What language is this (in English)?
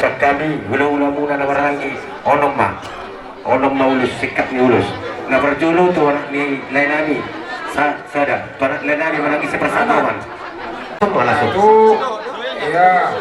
Batak Toba